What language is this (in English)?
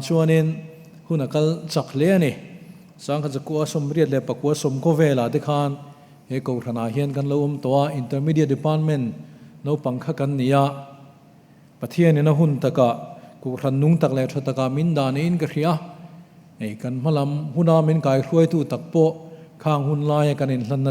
Mizo